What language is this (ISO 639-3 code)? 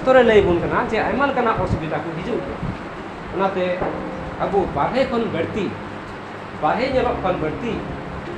sat